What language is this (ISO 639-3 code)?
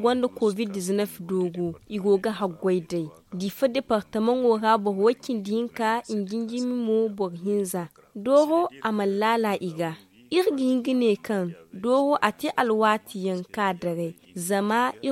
dje